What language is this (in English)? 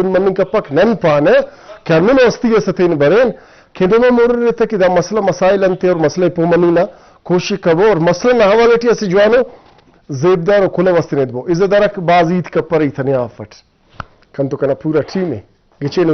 Brahui